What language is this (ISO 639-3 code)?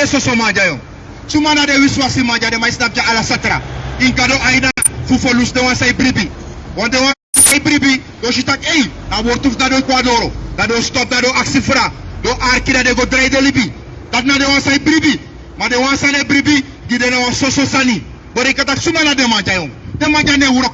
srn